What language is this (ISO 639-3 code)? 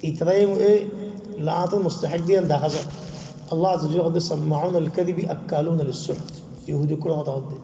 rhg